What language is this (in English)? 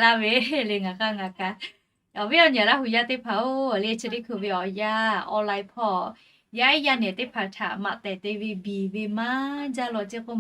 Lahu